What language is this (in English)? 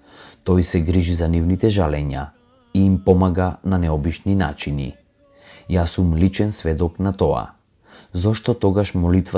Macedonian